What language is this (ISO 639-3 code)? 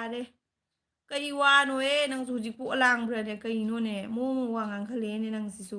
mni